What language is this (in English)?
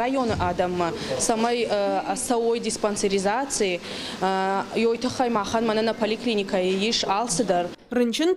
Ossetic